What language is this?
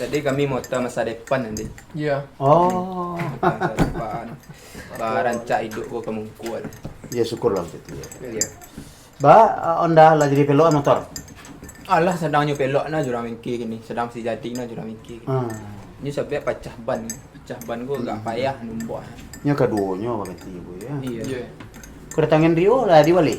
Minangkabau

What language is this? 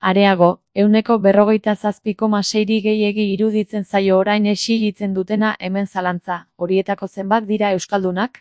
Basque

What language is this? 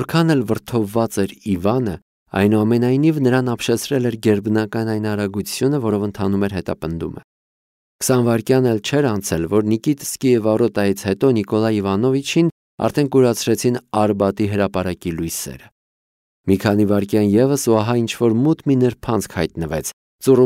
Armenian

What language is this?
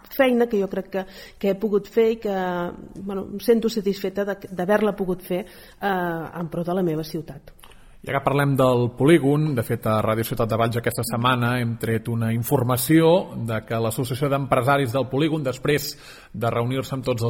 Catalan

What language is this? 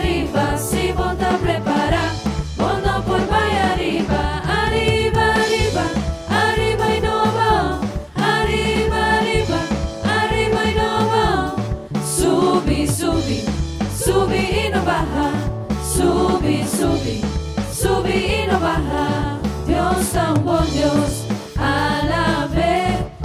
Papiamento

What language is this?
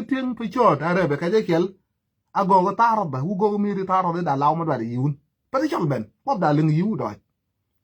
Nuer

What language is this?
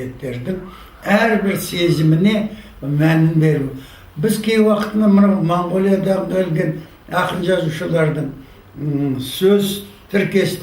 Kazakh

